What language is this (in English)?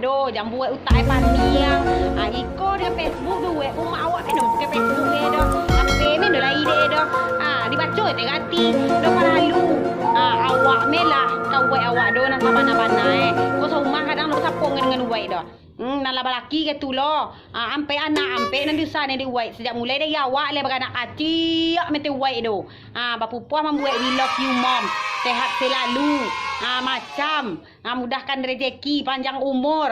Minangkabau